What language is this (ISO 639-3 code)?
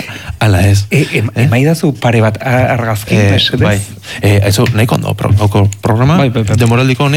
eus